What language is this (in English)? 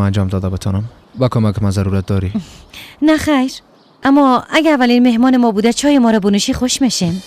Persian